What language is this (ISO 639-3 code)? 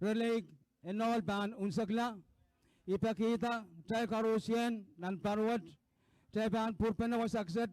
pon